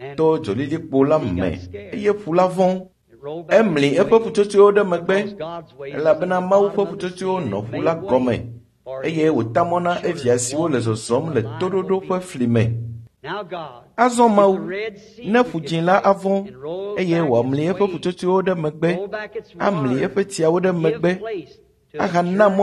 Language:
Ewe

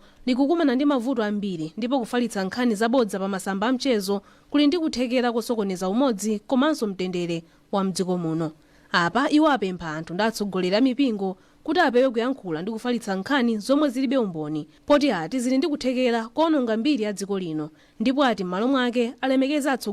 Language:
Nyanja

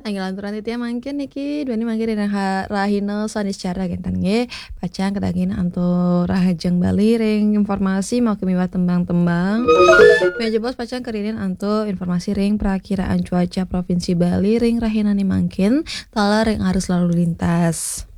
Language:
Balinese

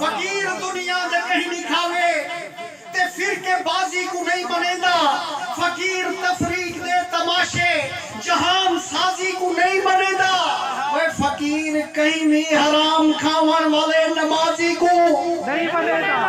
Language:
Saraiki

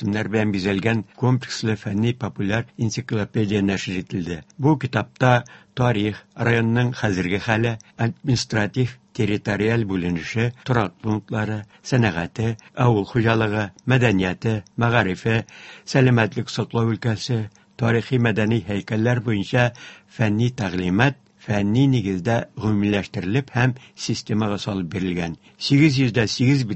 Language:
Tatar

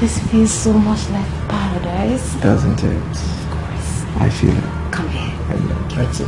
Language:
Nigerian Pidgin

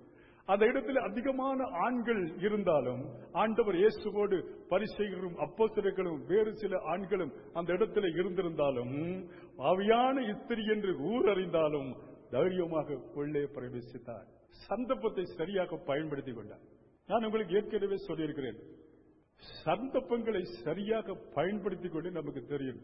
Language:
Tamil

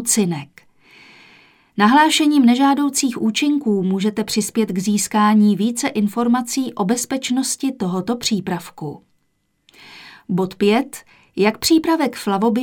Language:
Czech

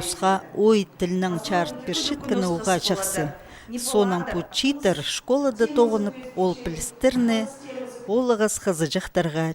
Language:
Khakas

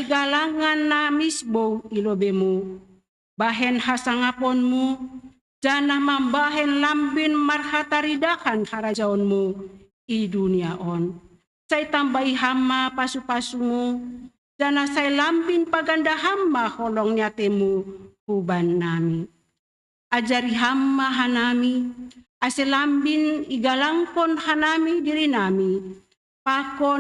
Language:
Batak Simalungun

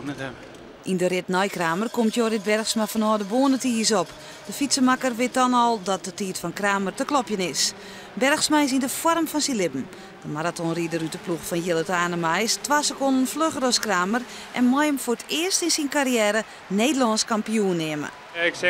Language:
Western Frisian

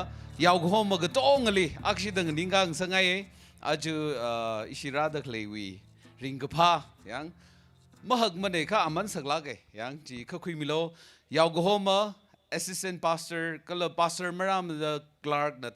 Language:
Tangkhul Naga (India)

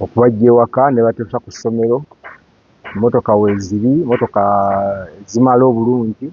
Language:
Ganda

